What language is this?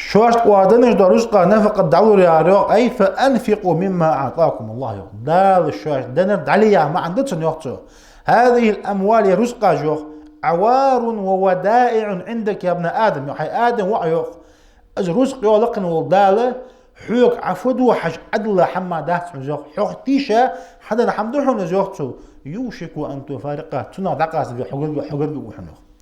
Ingush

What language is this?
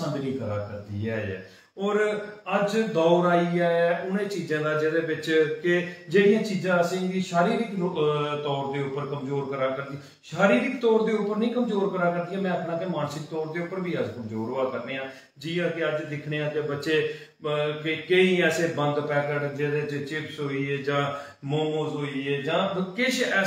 Dogri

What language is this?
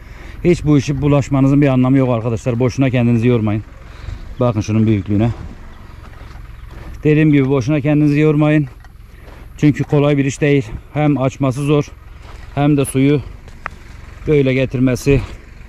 Turkish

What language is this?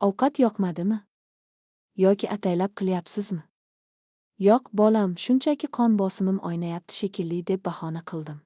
Uzbek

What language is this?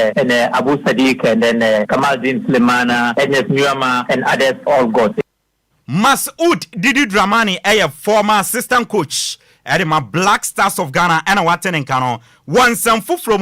Akan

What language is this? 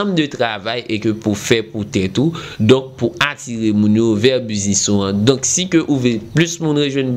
Haitian Creole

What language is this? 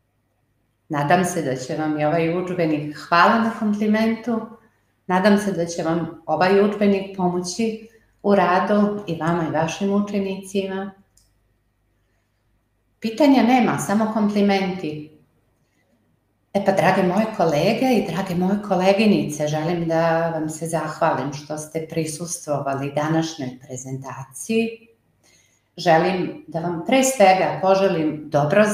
Serbian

